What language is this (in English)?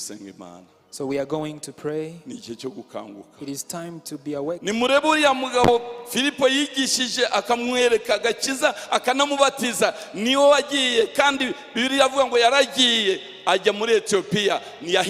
Kinyarwanda